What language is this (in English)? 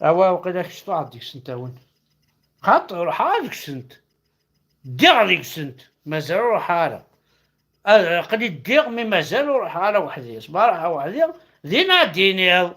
Kabyle